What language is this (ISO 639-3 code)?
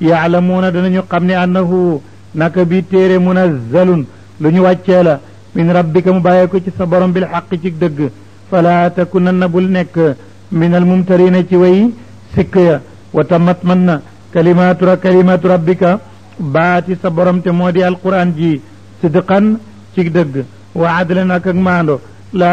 wol